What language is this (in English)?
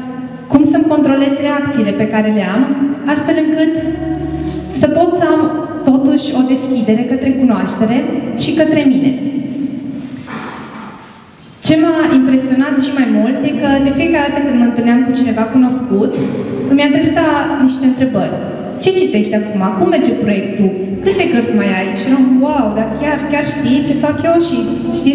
Romanian